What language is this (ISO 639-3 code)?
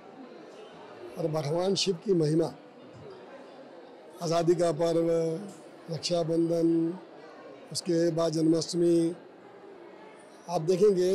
hin